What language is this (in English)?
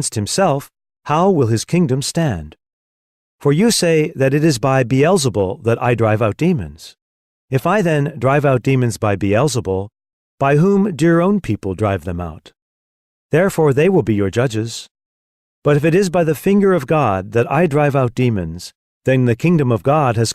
English